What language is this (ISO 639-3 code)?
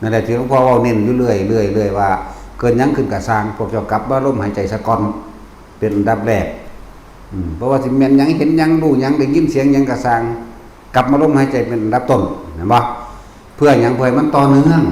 tts